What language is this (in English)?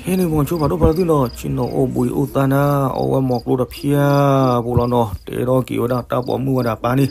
S'gaw Karen